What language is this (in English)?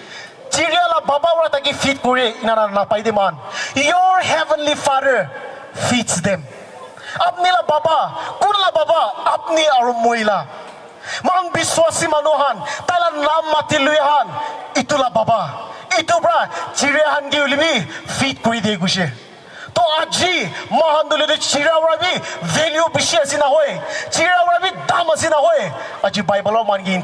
Naga Pidgin